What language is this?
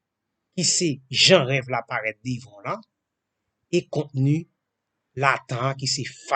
Haitian Creole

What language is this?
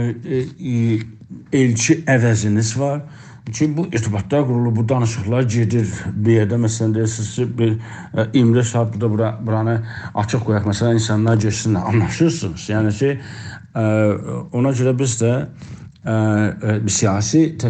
South Azerbaijani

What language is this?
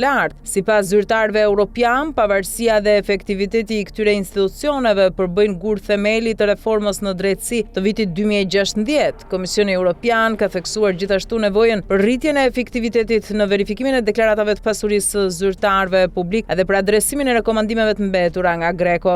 Albanian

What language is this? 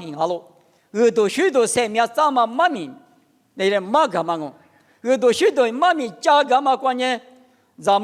Lisu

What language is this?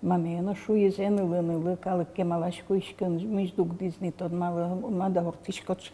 Udmurt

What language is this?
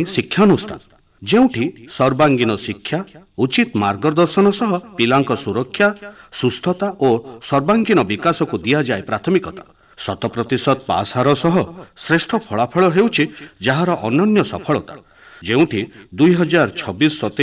Odia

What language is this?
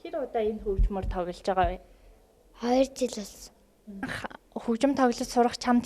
Mongolian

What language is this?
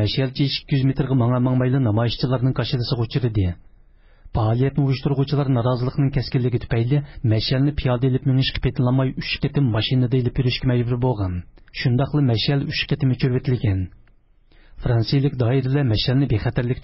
Uyghur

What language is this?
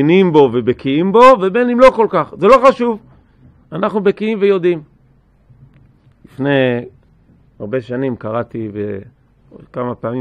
Hebrew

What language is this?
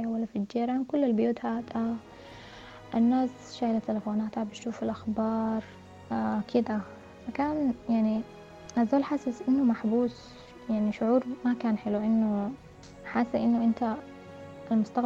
Sudanese Arabic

